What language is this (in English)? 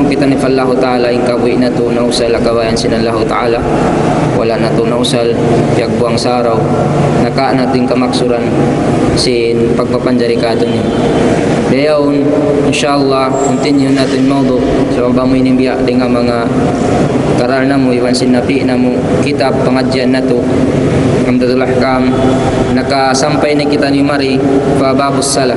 Tausug